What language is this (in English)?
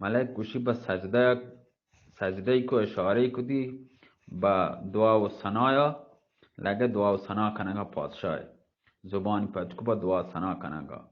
Baluchi